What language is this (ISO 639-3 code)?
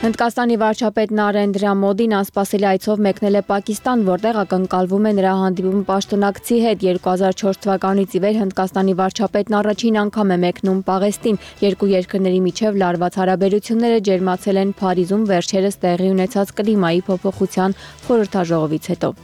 hye